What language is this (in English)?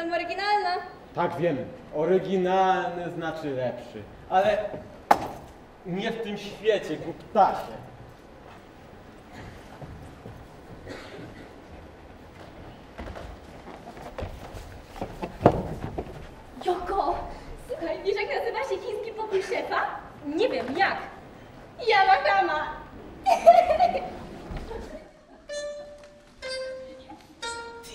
Polish